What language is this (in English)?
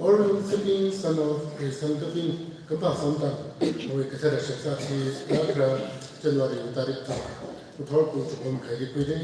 Tangkhul Naga (India)